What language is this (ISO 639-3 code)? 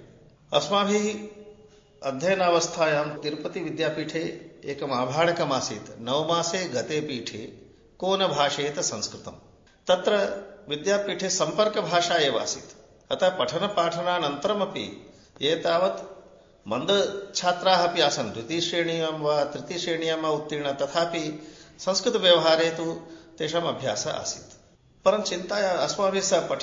san